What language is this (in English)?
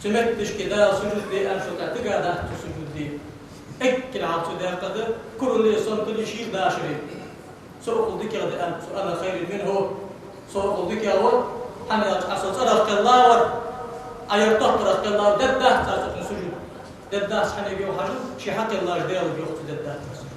Ingush